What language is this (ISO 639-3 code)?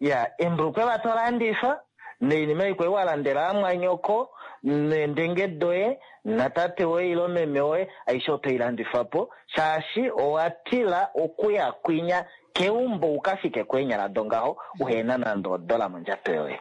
kua